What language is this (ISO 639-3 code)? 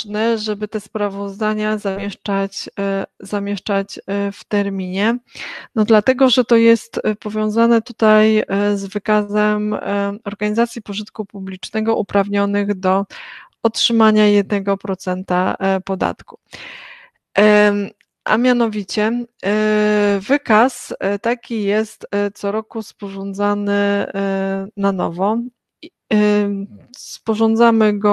pol